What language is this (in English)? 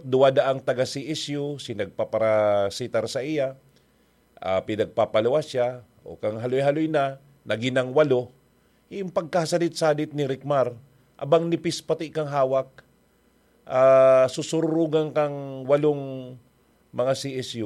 Bikol